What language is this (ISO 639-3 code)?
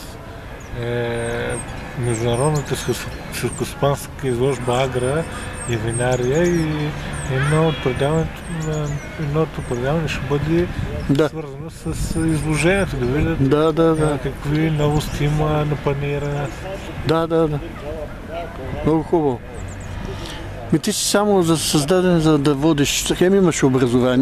bul